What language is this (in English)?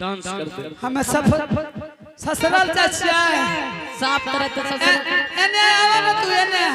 Angika